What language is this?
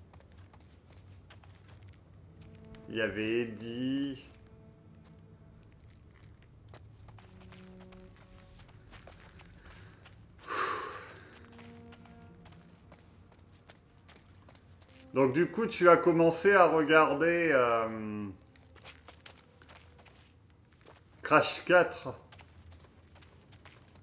French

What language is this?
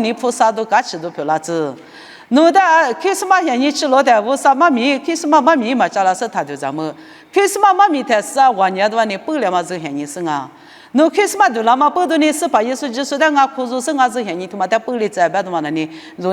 Lisu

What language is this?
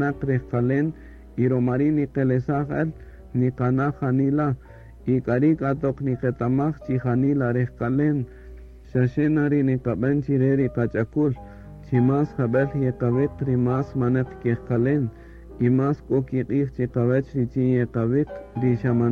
Kaqchikel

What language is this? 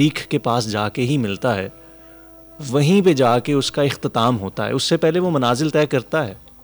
Urdu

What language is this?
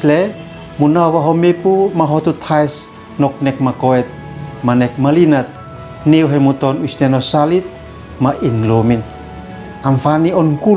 Uab Meto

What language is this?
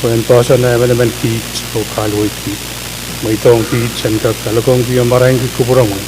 Pohnpeian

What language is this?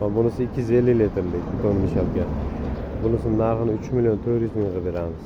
Uzbek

